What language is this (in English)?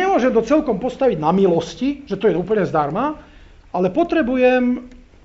Slovak